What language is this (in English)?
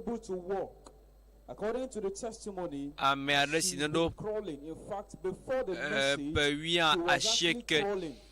Ewe